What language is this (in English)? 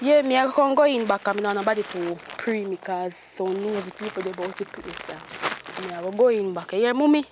Jamaican Creole English